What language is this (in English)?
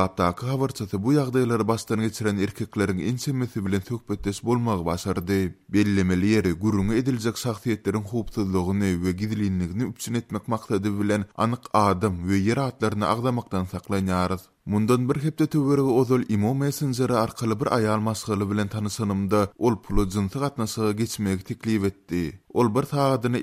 Turkmen